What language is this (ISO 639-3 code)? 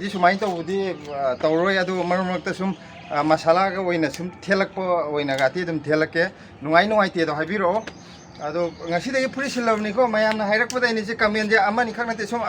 mni